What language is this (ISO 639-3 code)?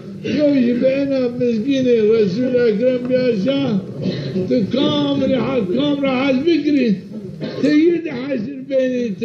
zza